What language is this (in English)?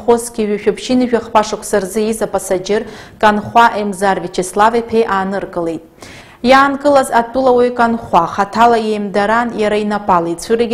Abkhazian